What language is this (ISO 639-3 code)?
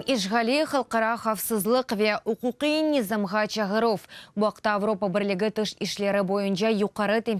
crh